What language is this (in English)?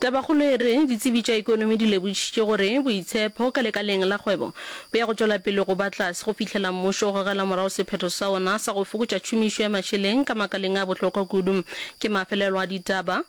Northern Sotho